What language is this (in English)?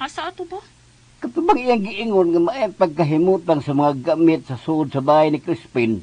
Cebuano